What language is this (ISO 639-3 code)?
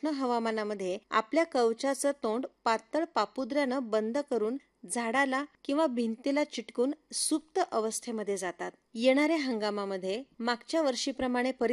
mar